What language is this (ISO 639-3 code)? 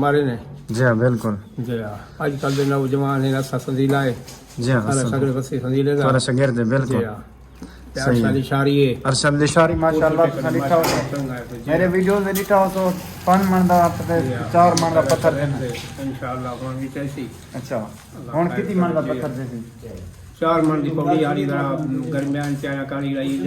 skr